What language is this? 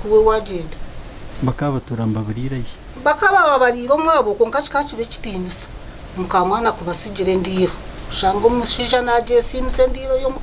Nyankole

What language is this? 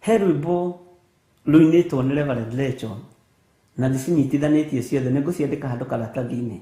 Kikuyu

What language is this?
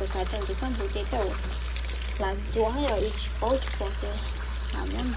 Hmong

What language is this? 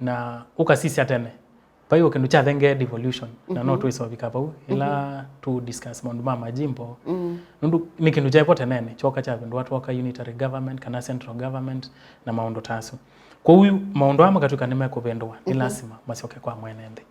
Kamba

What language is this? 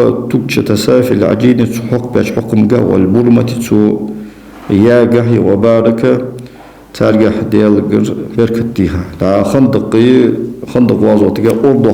Ingush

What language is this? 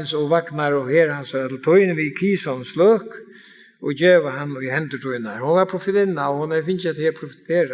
Faroese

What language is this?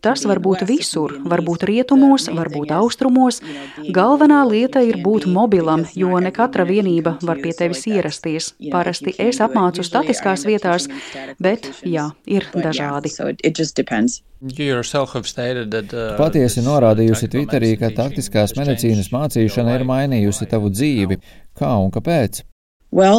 Latvian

